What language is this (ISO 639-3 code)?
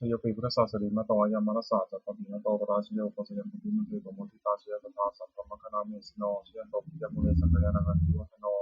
pli